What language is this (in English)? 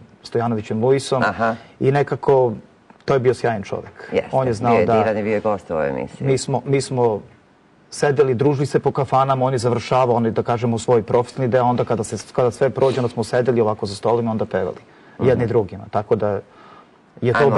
Serbian